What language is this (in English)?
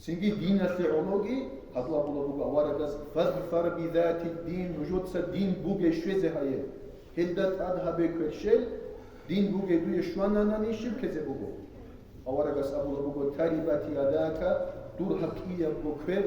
Avaric